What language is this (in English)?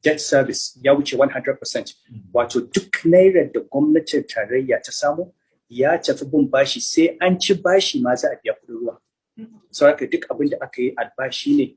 Hausa